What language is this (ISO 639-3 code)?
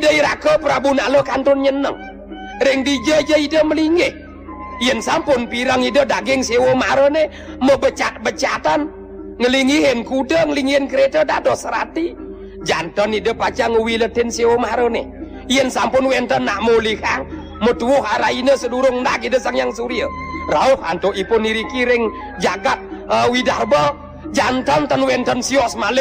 ban